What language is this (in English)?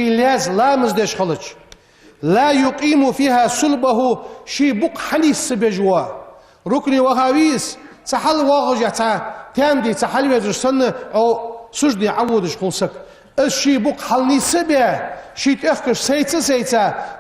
Ingush